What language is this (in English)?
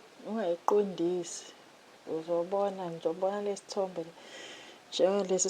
Zulu